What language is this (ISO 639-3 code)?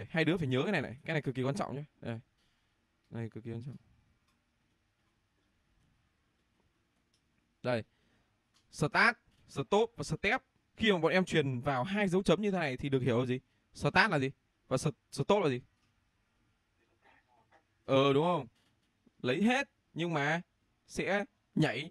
vie